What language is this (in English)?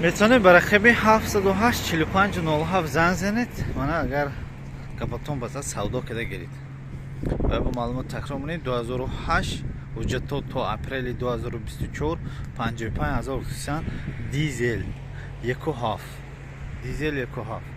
Tajik